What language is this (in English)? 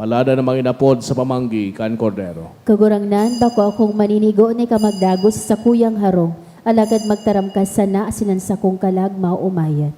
Bikol